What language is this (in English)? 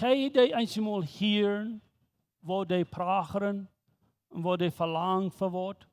Plautdietsch